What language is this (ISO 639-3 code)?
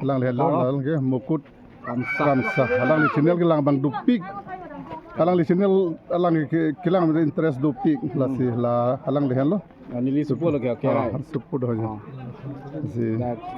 mjw